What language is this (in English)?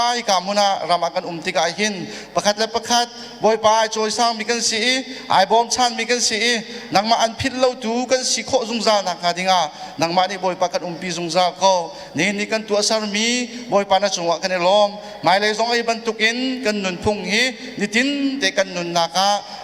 Hakha Chin